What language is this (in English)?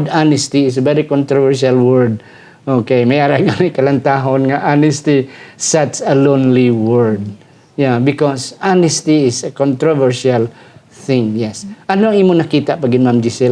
Hiligaynon